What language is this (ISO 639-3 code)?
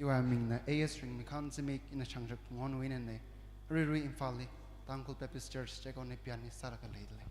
nmf